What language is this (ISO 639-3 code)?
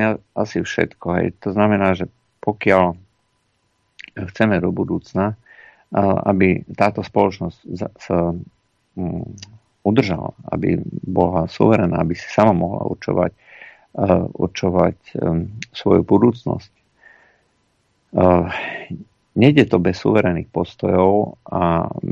slk